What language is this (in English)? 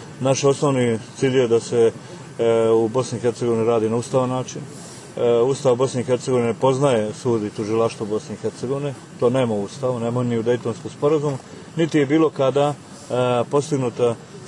Croatian